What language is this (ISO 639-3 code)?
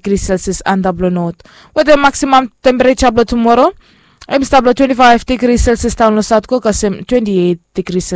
bis